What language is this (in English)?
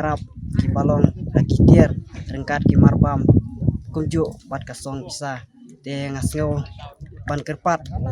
Khasi